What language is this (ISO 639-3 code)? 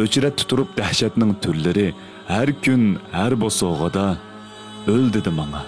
uig